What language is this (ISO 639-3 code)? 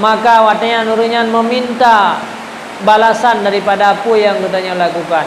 ace